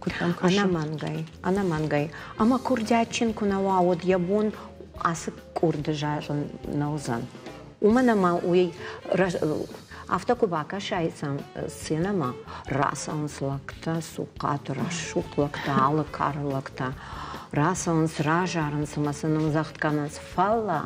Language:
Ossetic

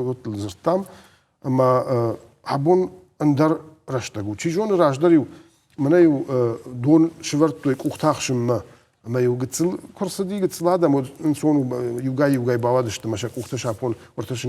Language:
Ossetic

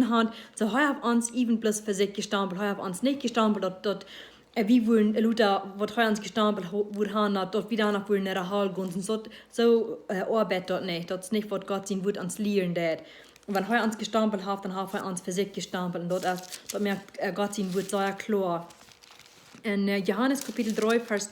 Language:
Plautdietsch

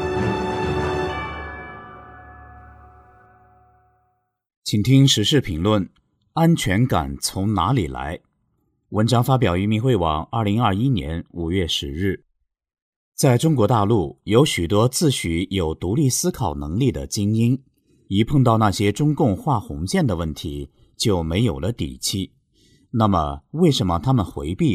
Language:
Chinese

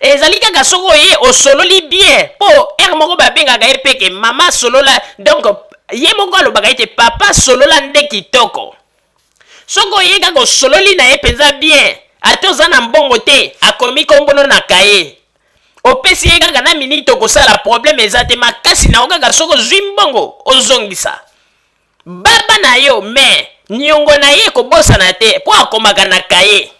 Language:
Lingala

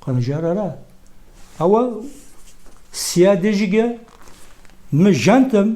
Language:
Kabardian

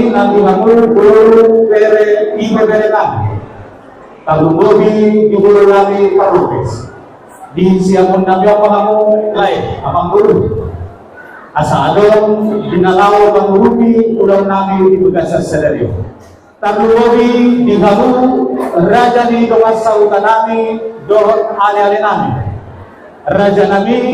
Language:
Batak Toba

